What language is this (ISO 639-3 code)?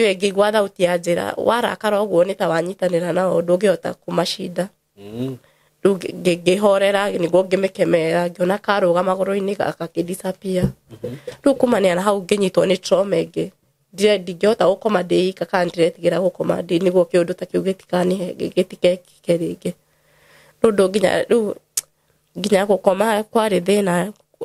kik